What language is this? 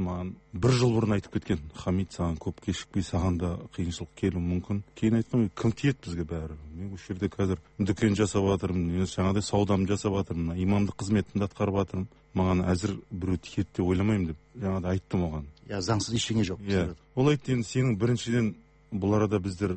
Kazakh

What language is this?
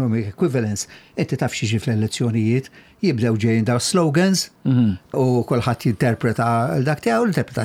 Maltese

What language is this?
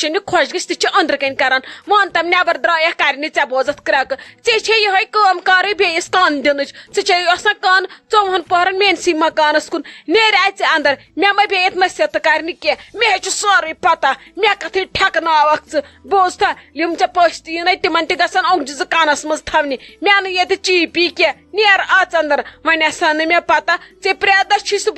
Kashmiri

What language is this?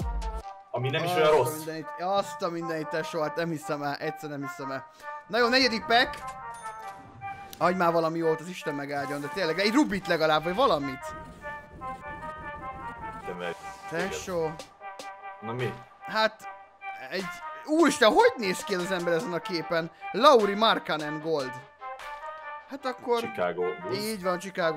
Hungarian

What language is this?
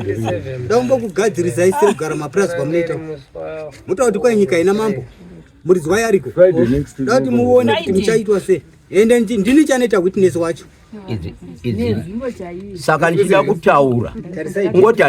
Shona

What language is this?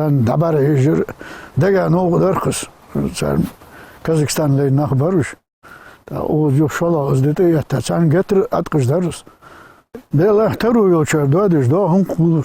Ingush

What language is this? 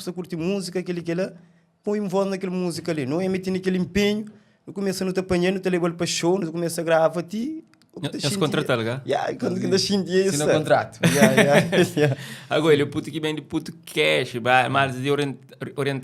Kabuverdianu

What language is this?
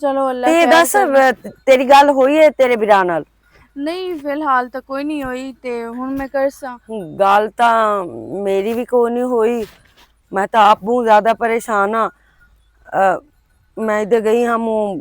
Western Panjabi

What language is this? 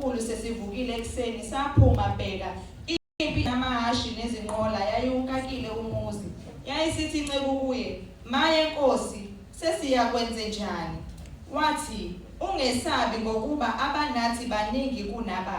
Zulu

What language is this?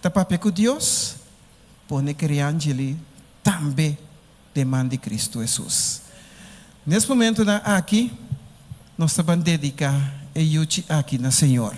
Papiamento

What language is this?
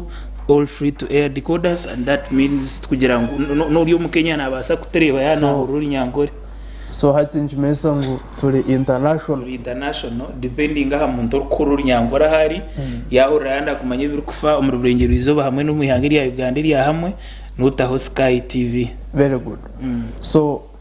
Nyankole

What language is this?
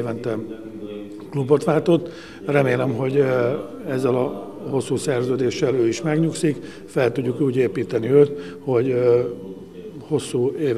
Hungarian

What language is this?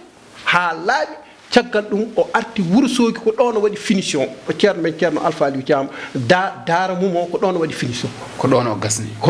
Fula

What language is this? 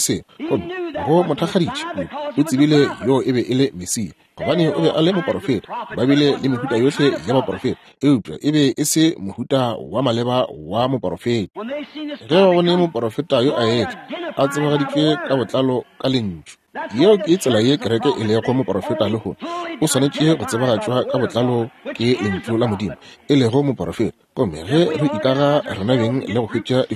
Northern Sotho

